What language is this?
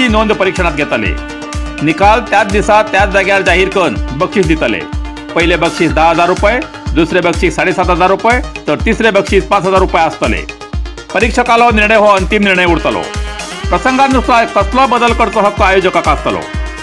Konkani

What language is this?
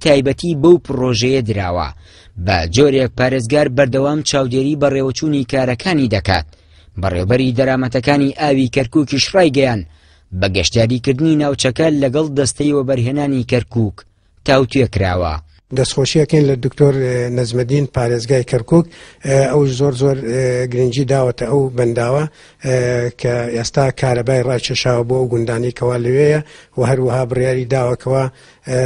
Central Kurdish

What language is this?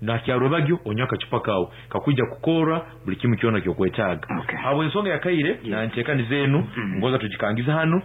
Nyankole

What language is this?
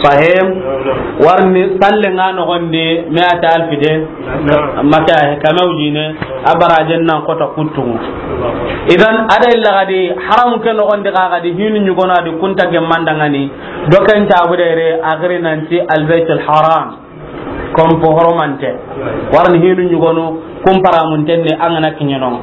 Soninke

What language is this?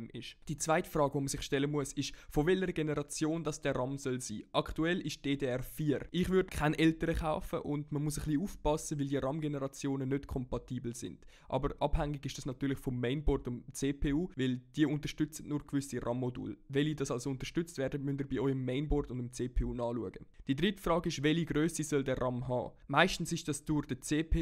Swiss German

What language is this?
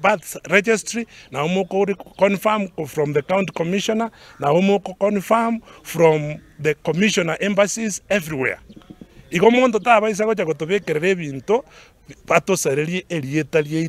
Gusii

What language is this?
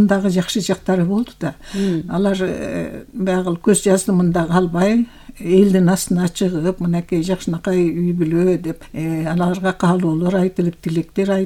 Kyrgyz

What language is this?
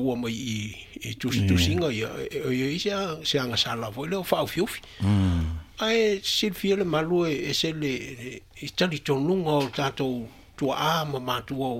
Samoan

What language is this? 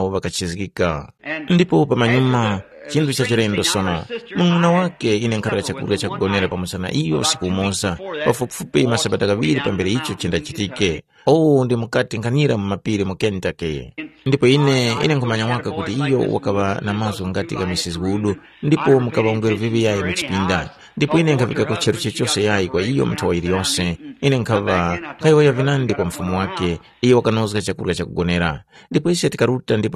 Tumbuka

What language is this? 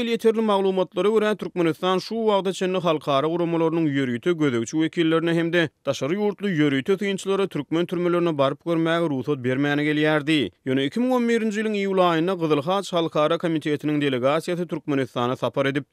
Turkmen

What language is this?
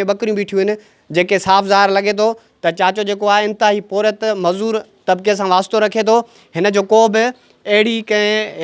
Sindhi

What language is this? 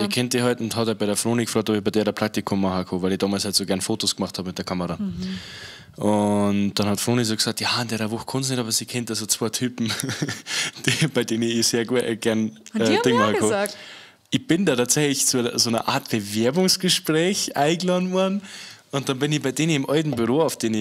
Bavarian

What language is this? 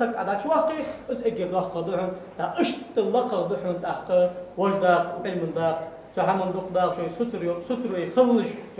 Ingush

